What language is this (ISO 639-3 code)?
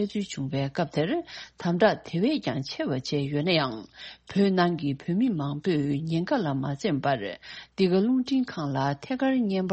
bod